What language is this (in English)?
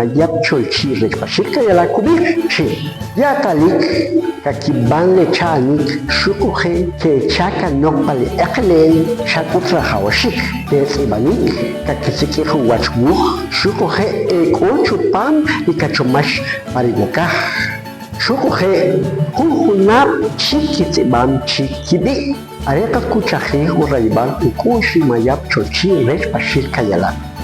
Kʼicheʼ